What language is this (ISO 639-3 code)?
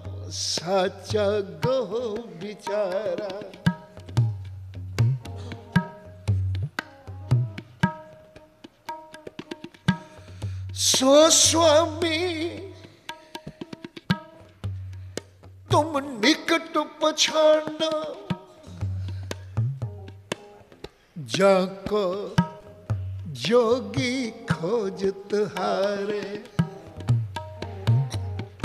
hin